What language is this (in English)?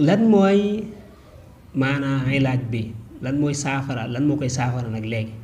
Wolof